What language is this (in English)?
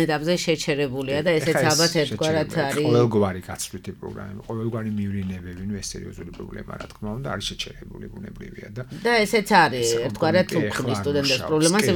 Georgian